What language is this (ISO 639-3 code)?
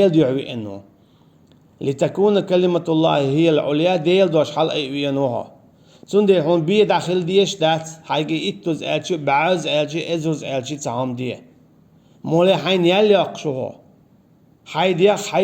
che